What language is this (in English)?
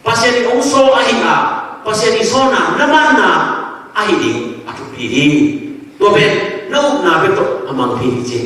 Tedim Chin